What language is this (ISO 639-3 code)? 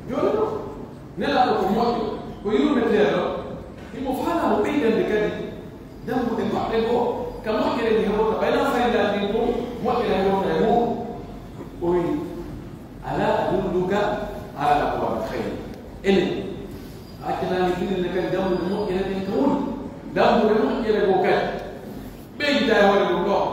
fuf